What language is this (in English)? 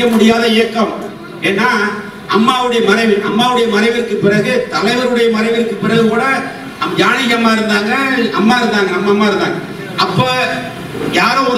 Tamil